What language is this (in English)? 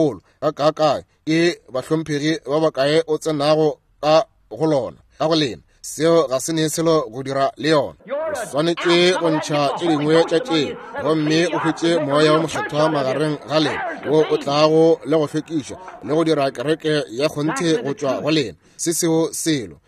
Northern Sotho